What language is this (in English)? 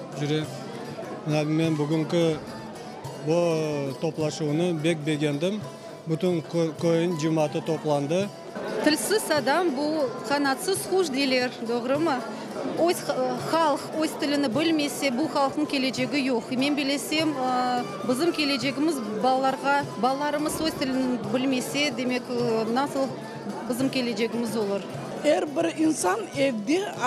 Crimean Tatar